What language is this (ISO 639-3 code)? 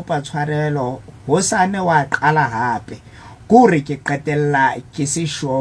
sot